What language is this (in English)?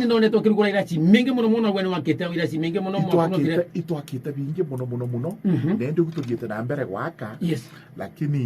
Meru